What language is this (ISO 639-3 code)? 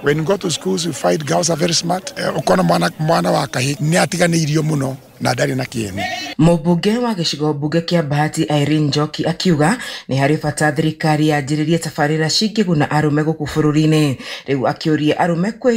kik